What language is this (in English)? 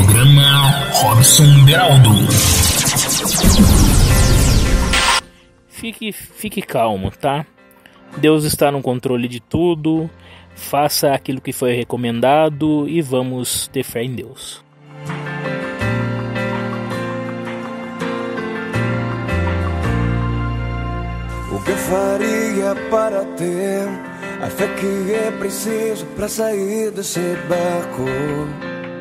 Portuguese